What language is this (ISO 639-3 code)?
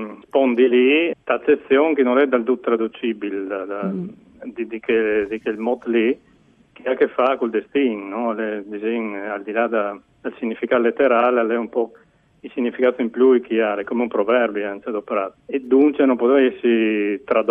fur